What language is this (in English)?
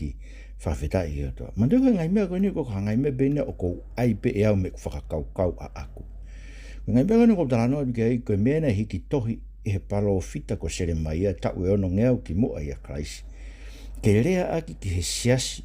Tongan